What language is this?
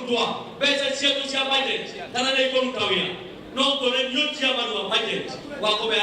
Meru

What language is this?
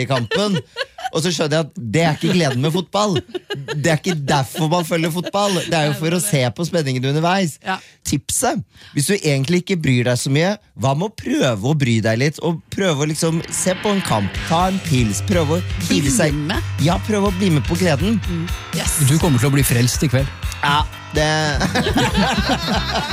Norwegian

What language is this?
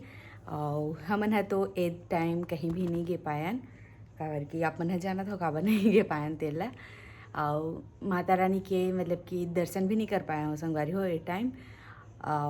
Chhattisgarhi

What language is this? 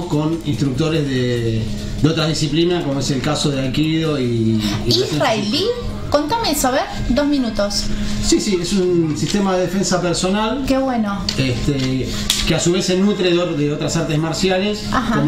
Spanish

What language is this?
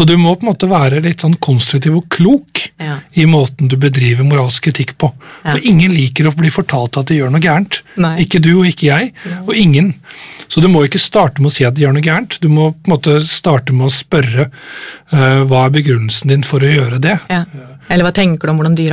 Norwegian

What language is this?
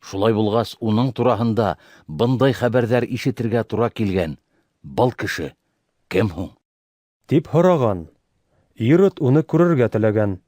Bashkir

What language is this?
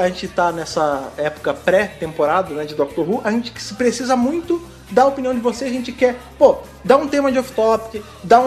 Portuguese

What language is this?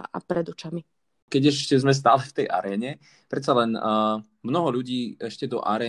Slovak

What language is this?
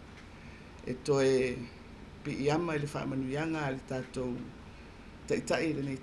Samoan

